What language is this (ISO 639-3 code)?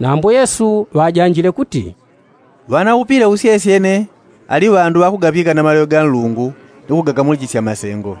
yao